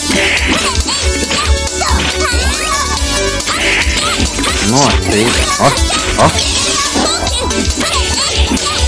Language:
Portuguese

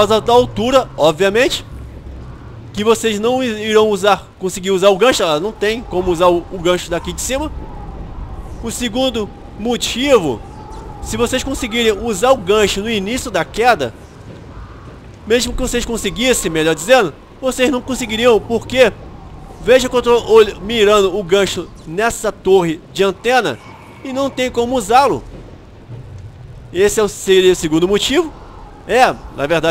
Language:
Portuguese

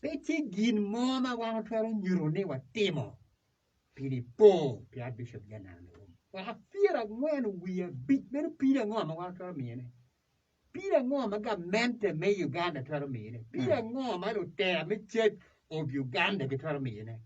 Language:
Acoli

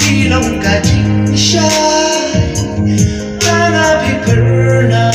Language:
Khasi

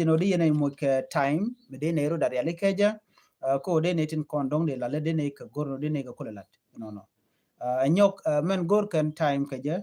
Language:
Nuer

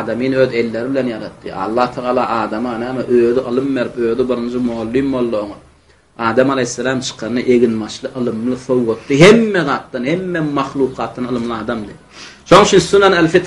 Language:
Turkmen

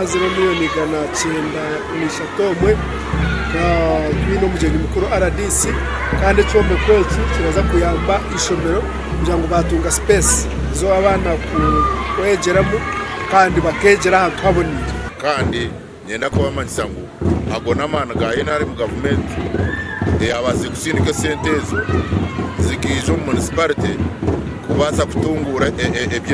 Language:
Nyankole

